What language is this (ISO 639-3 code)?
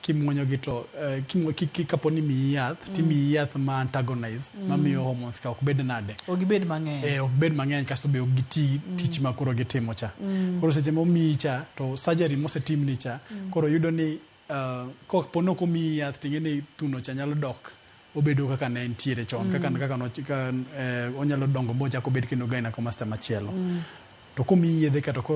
luo